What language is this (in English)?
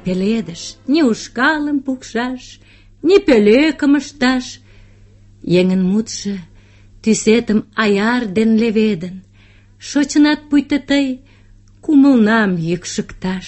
Mari